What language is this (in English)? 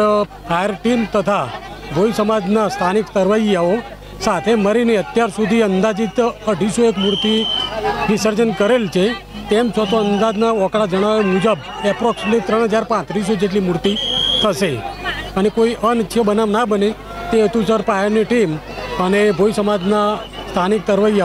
Gujarati